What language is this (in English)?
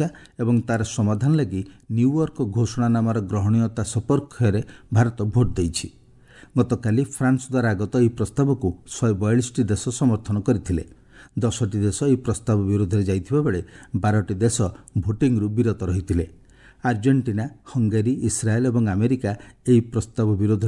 Odia